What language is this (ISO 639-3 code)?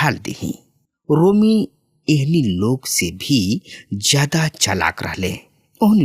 bho